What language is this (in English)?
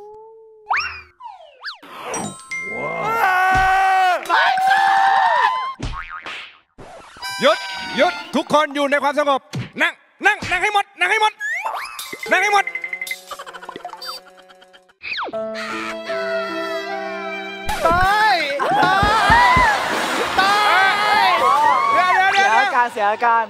Thai